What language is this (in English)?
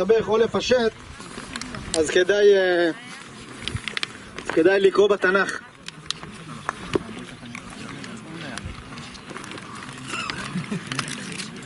Hebrew